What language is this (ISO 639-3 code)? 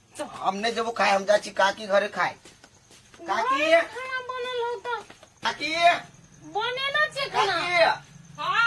mai